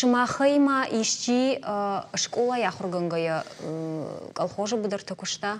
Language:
Ossetic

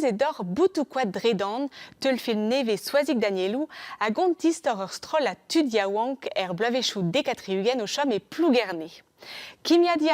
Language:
Breton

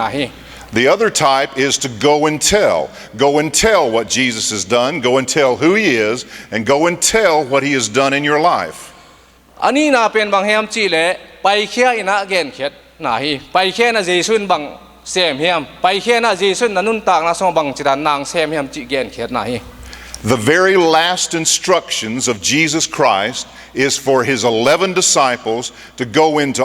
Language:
Tedim Chin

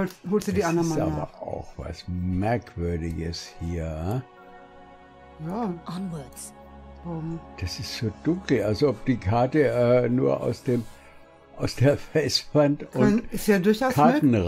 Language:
German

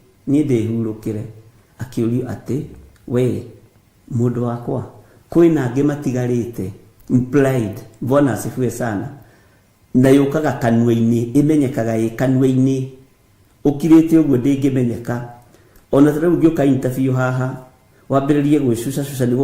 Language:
Kikuyu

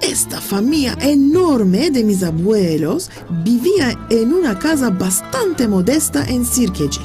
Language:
Ladino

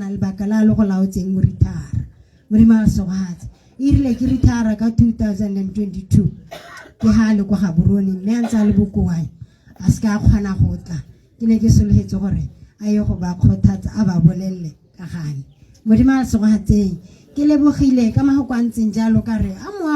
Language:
Tswana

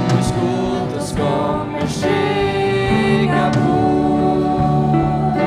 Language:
Faroese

